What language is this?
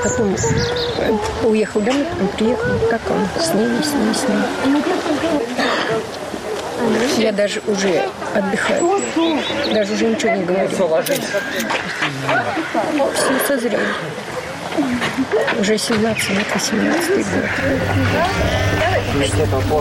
Russian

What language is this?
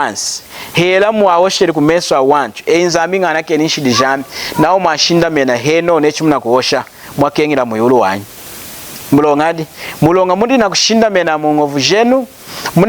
Lunda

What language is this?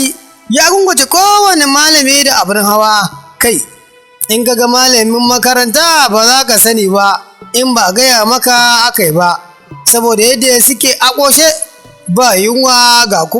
Hausa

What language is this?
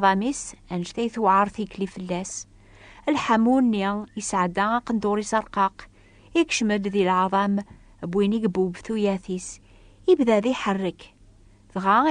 Kabyle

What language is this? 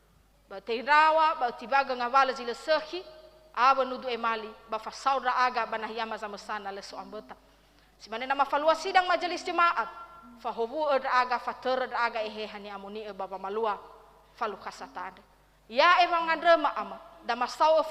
Nias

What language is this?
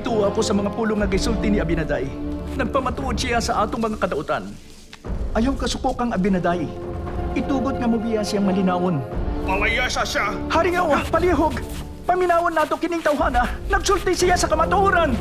Cebuano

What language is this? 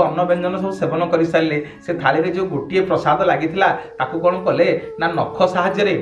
Odia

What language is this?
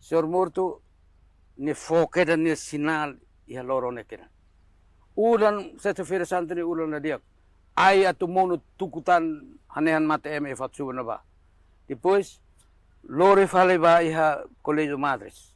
Tetum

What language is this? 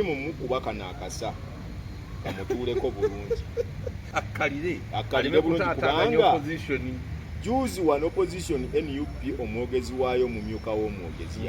Ganda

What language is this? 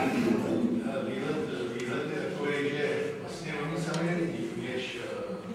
Czech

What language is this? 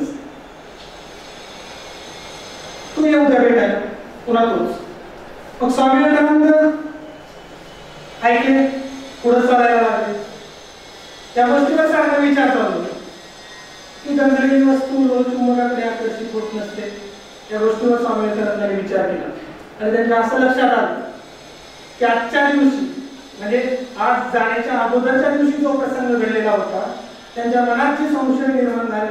Marathi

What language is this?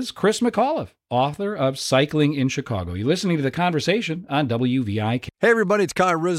English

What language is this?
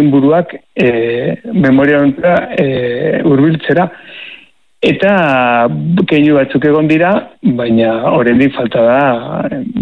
Basque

